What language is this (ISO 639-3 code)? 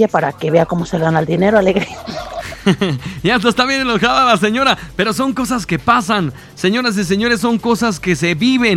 spa